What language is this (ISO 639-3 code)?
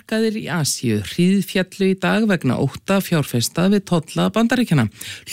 isl